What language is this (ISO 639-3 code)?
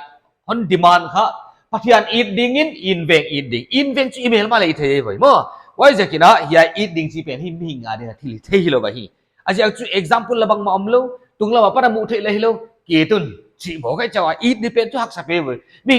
pck